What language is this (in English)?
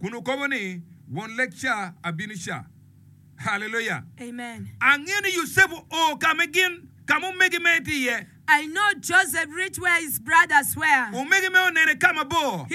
Acoli